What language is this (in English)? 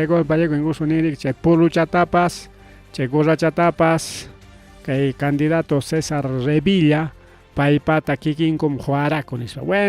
Ayacucho Quechua